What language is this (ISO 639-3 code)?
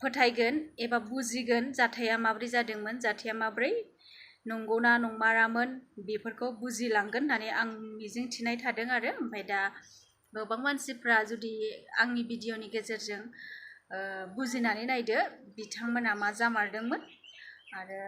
brx